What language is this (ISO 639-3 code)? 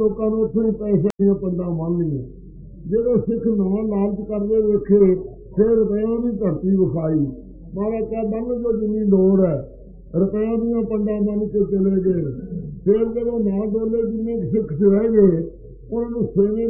pan